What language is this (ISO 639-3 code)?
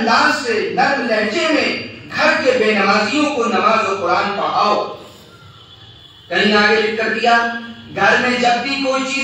urd